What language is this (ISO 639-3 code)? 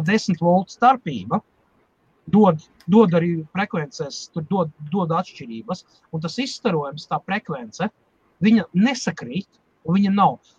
lav